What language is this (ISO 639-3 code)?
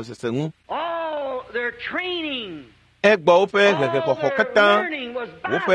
ewe